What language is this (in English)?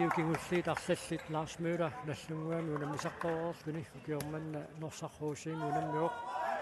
Kalaallisut